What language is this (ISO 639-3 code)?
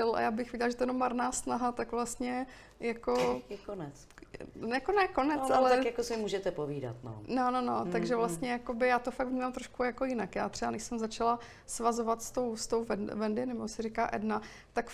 ces